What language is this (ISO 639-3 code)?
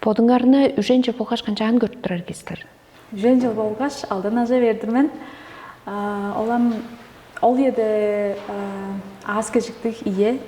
tyv